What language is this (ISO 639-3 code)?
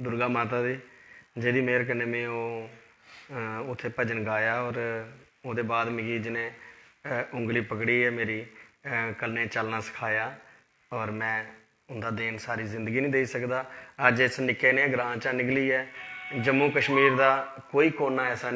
doi